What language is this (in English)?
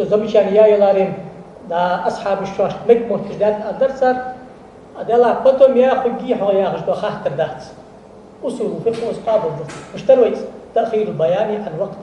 Ingush